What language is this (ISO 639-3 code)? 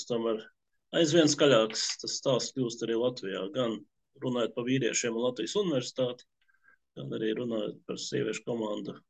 lav